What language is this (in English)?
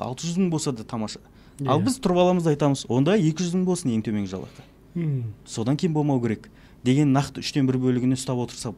Kazakh